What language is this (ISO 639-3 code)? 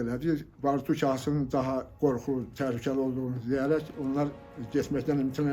aze